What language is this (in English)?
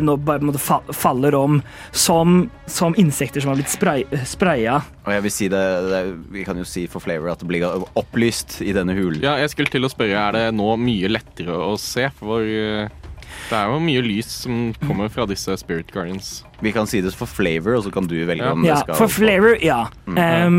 Norwegian